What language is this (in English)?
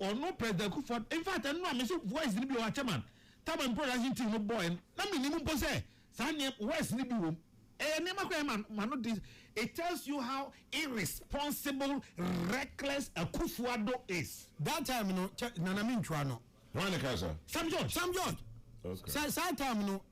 Akan